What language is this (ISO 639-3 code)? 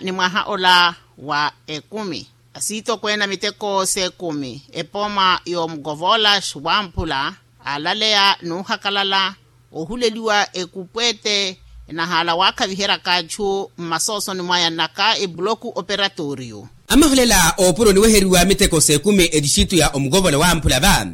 vmw